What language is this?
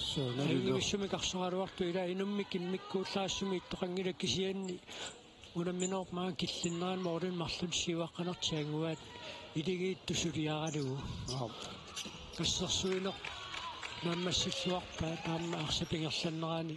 Kalaallisut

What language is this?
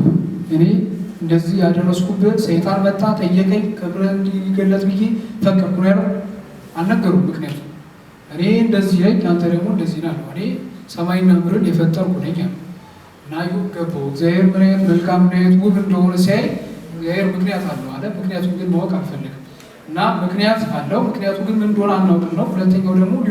Amharic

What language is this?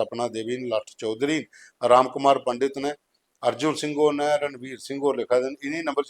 Dogri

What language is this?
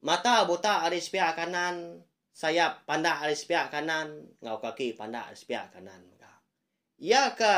Iban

